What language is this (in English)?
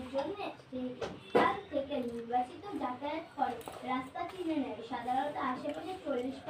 Bangla